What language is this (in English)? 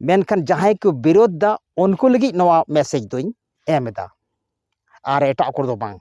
Santali